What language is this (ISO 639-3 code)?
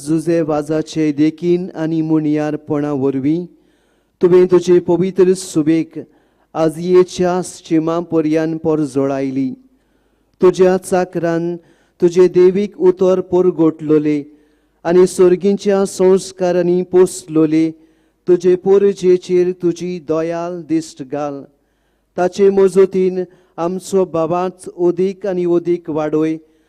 kok